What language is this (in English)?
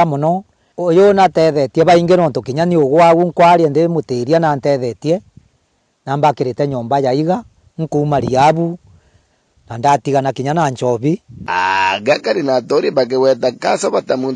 Meru